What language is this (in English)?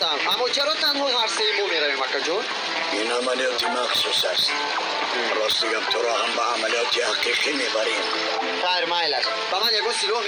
Tajik